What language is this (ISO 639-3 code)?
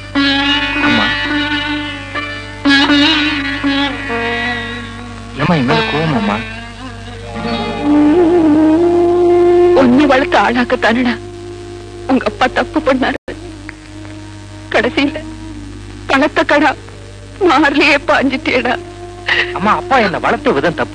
tam